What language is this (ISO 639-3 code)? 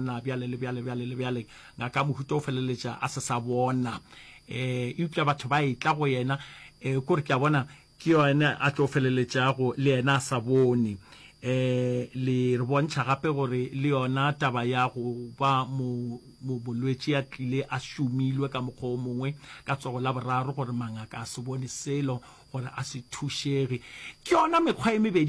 nso